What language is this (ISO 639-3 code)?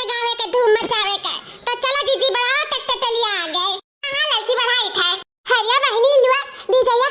awa